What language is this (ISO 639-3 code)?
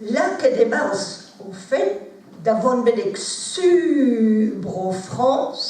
bre